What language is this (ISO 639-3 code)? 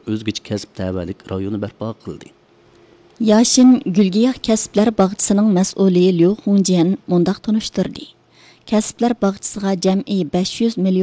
uig